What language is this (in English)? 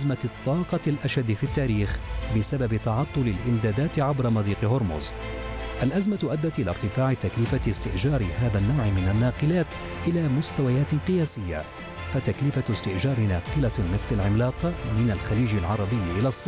Arabic